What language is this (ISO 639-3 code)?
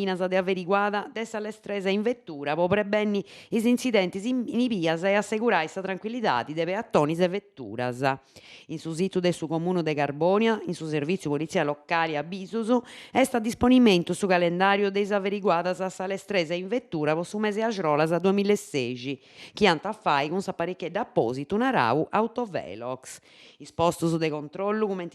srd